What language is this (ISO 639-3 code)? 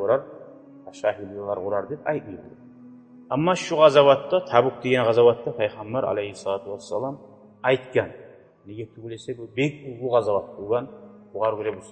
kum